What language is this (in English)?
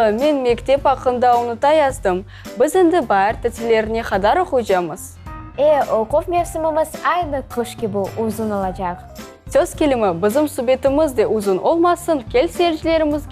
Crimean Tatar